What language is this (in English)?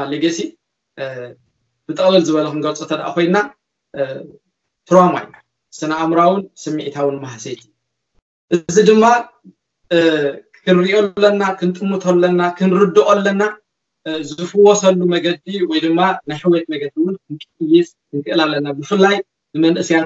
Tigrinya